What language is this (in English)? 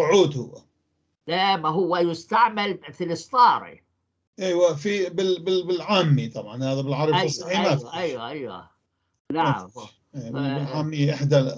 North Levantine Arabic